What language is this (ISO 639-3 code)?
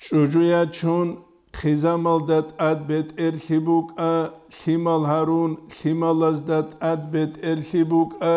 ava